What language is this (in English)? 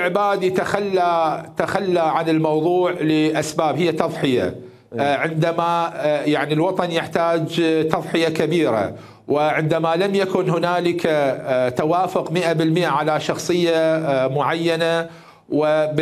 Mesopotamian Arabic